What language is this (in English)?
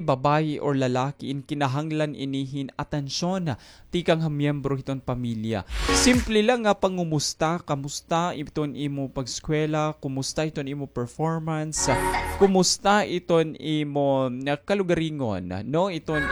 Waray